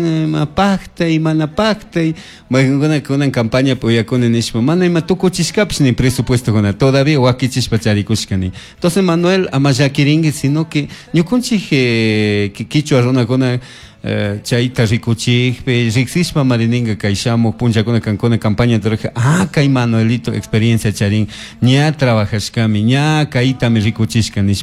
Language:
Chimborazo Highland Quichua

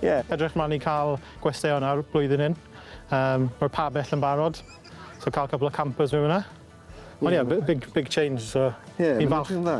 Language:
Welsh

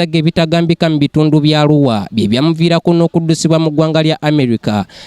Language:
Ganda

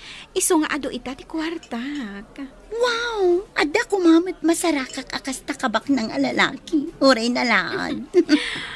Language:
Iloko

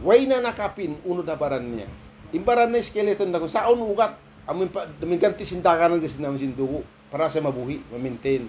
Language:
Tausug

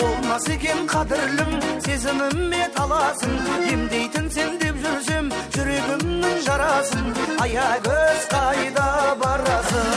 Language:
Kara-Kalpak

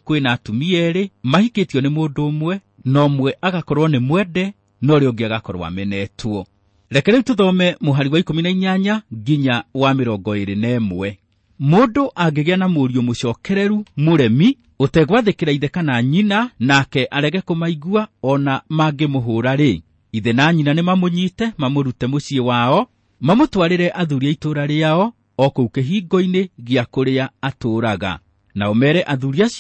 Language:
Kikuyu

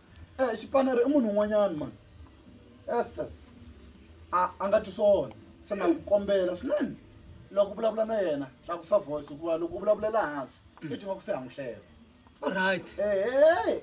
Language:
Tsonga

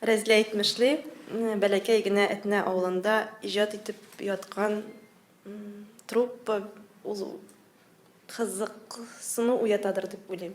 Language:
Tatar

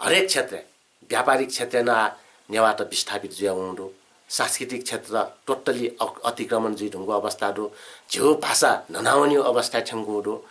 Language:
Newari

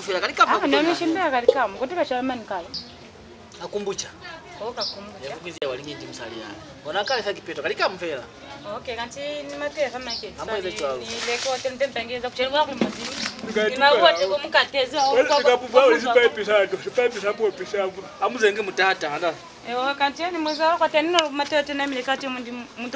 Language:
Lozi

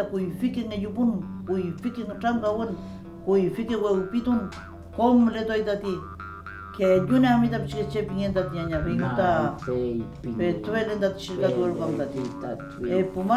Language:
Mapuche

